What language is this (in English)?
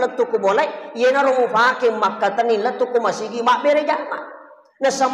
Buginese